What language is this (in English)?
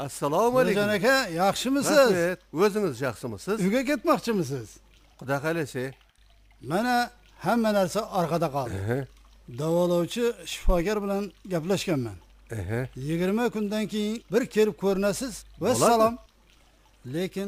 Kara-Kalpak